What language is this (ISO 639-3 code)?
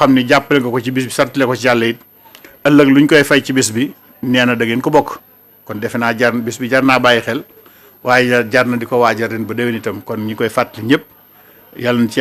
wol